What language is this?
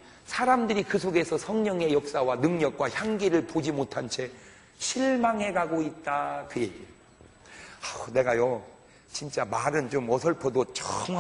Korean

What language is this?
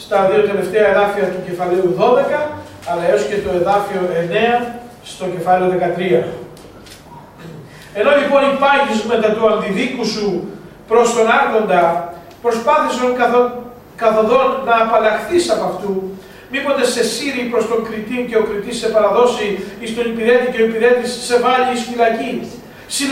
Greek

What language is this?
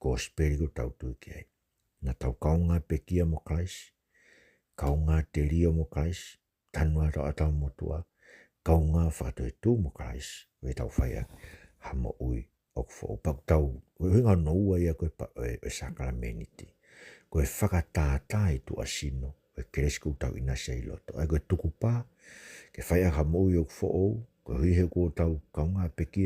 Tongan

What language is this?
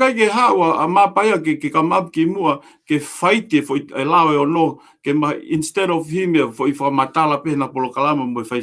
Tongan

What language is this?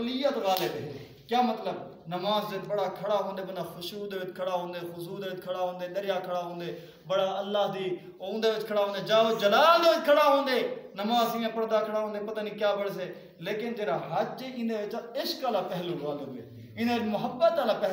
Saraiki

